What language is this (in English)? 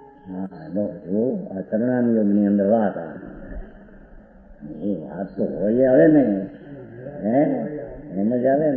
Gujarati